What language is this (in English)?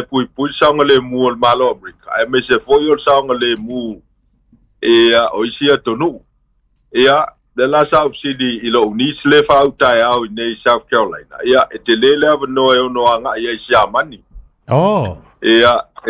Samoan